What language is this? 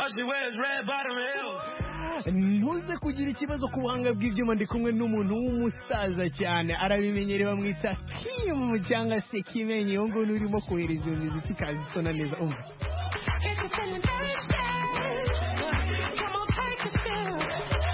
Kinyarwanda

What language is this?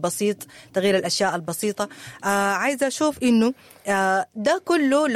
Sudanese Arabic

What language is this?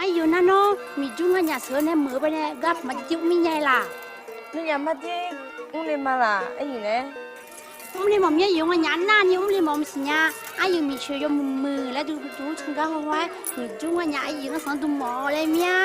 Akha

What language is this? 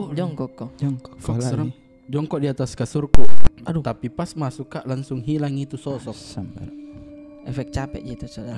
Makassar Malay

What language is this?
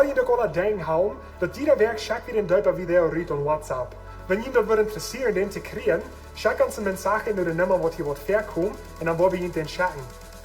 Plautdietsch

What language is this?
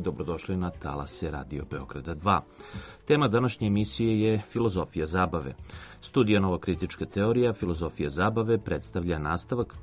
Serbian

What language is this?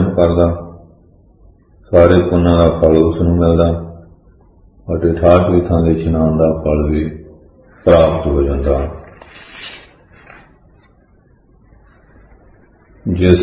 Punjabi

